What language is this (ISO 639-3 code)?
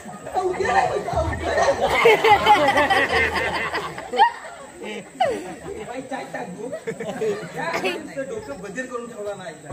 mar